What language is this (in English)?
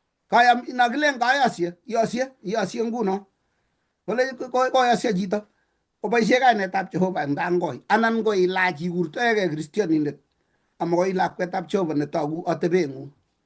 Kalenjin